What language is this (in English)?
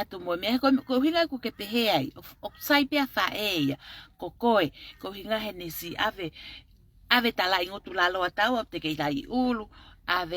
Tongan